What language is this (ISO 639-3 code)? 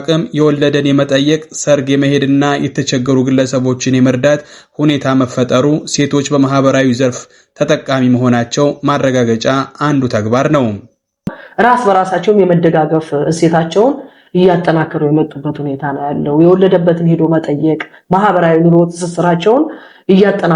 amh